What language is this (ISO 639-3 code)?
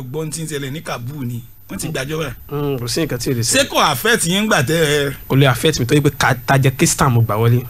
yor